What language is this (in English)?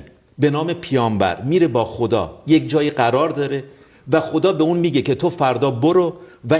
Persian